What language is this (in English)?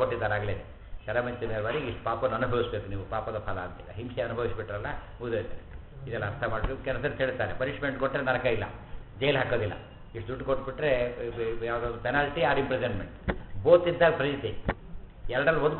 Kannada